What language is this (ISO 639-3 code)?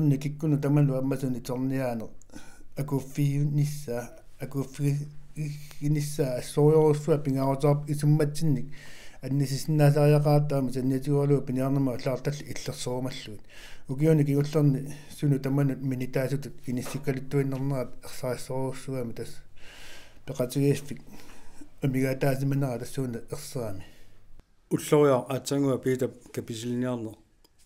kal